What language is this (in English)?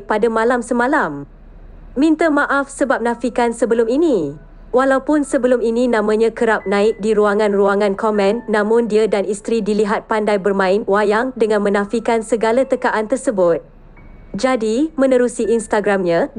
Malay